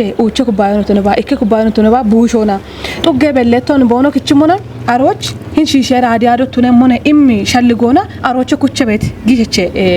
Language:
Kafa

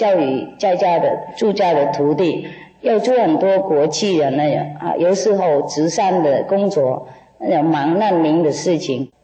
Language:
Chinese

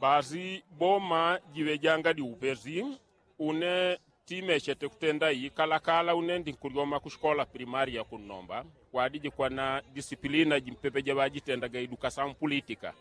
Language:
Yao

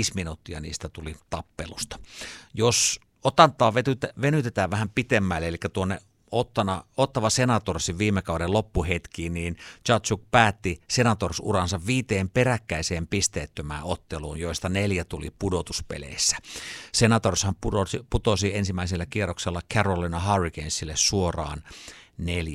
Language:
Finnish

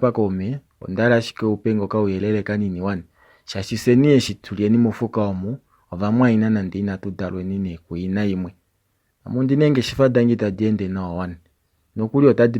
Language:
Kuanyama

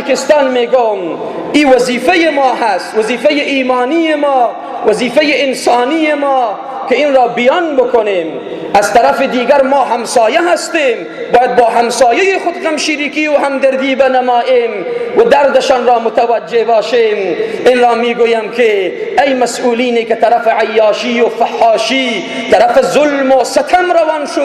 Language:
Persian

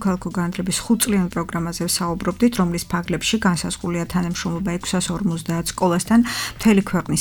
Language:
Georgian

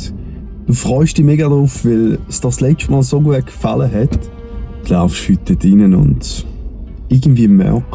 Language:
Swiss German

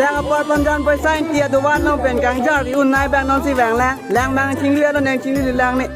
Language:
Karbi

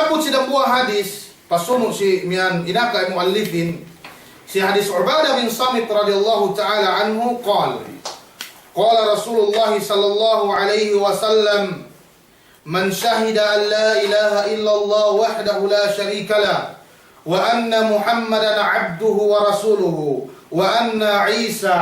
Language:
Yakan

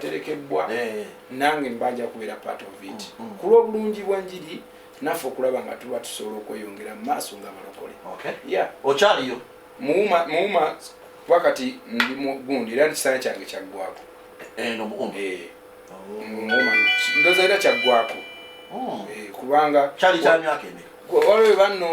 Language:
Ganda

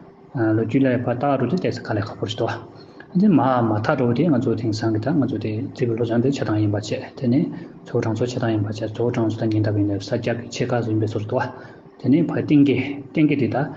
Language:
Tibetan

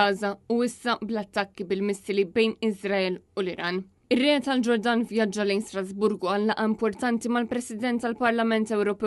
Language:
Maltese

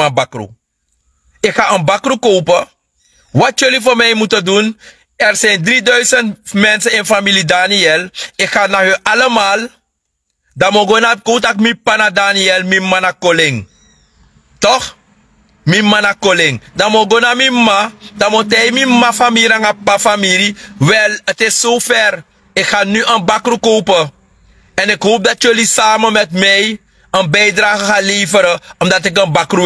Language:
Sranan Tongo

